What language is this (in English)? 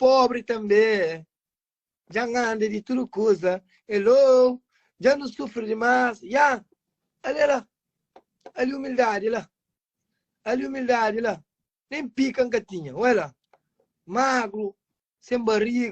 Kabuverdianu